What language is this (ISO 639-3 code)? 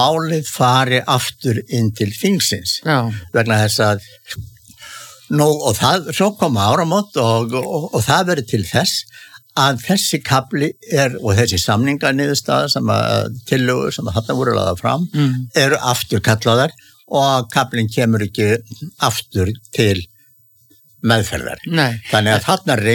isl